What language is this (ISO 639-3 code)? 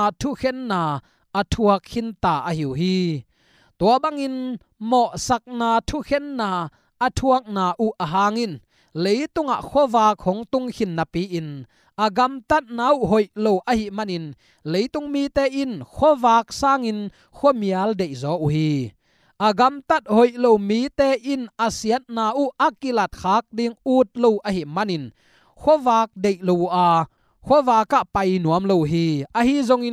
ctd